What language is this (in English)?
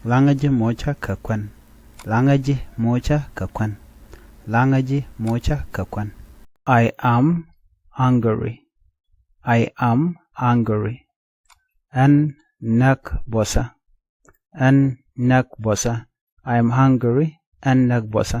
Nuer